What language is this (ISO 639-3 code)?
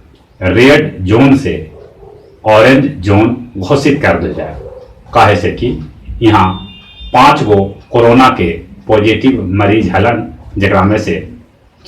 mag